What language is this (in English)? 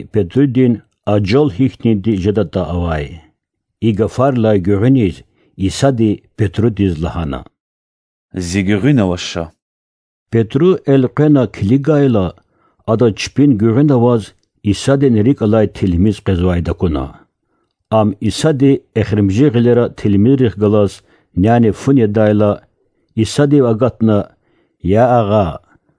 Lezghian